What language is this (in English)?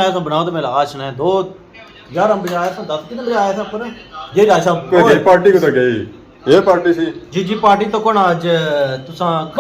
Pahari-Potwari